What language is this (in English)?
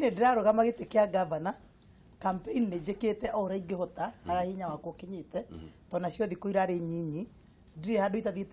Kikuyu